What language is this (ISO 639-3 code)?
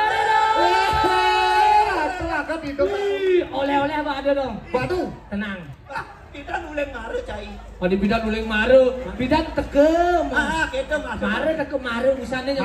ban